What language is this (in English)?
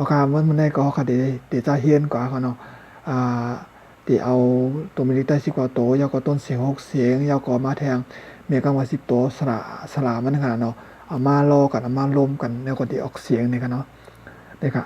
Shan